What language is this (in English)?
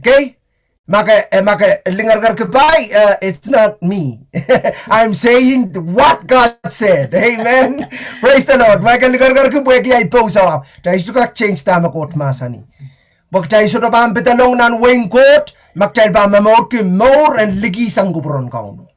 Pohnpeian